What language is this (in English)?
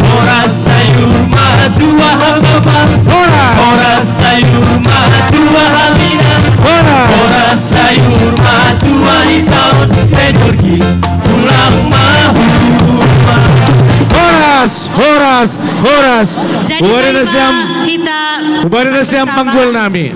Batak Simalungun